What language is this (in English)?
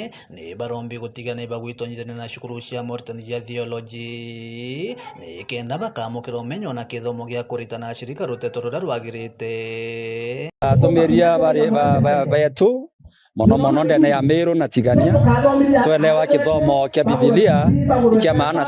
Meru